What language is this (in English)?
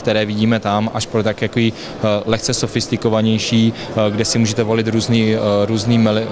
Czech